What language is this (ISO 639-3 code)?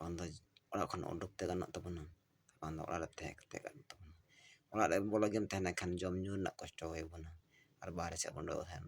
sat